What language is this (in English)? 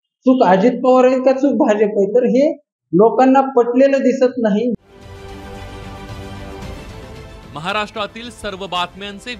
Marathi